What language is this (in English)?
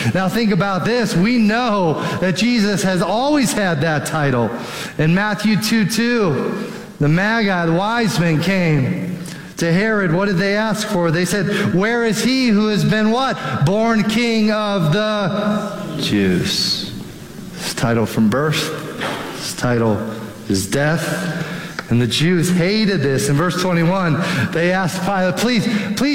English